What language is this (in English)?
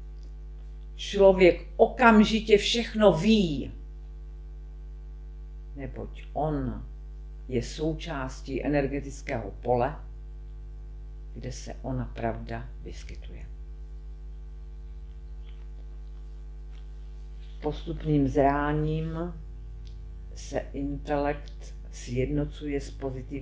Czech